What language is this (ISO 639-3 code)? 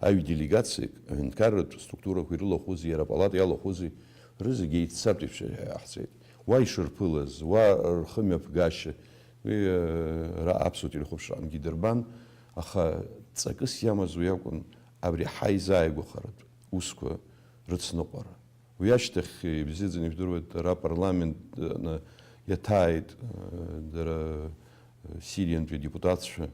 abk